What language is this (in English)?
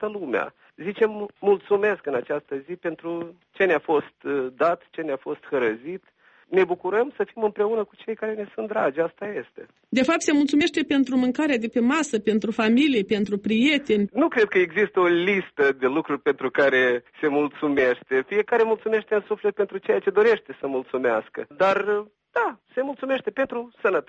Romanian